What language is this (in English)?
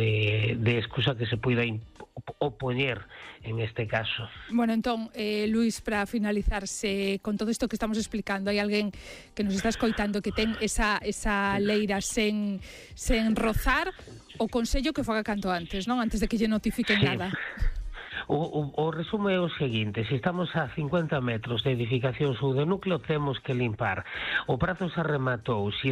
Galician